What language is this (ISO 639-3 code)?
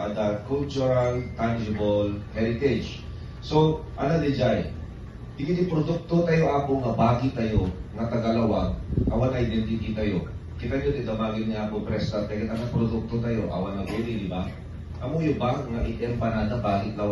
ilo